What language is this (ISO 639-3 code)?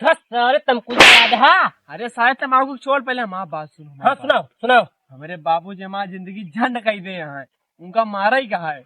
awa